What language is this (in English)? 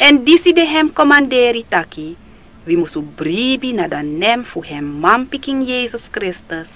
Sranan Tongo